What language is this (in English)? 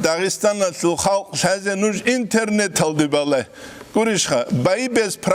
Avaric